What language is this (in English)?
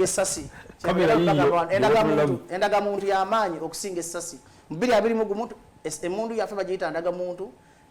Ganda